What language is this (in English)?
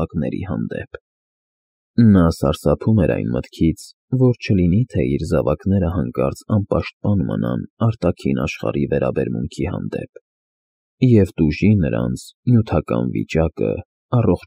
Armenian